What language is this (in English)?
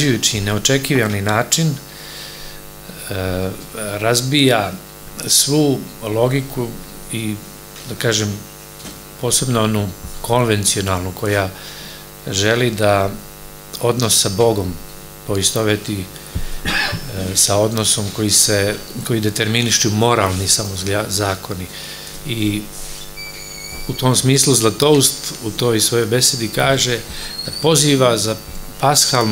Serbian